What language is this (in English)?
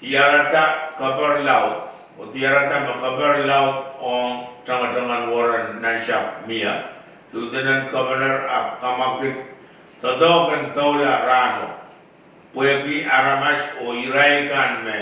Pohnpeian